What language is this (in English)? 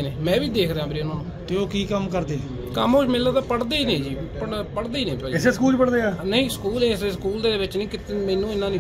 Punjabi